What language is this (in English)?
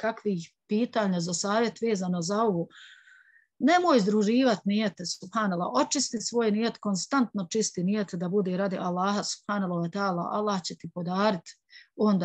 Bosnian